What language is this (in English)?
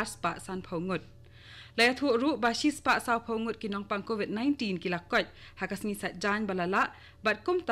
Khasi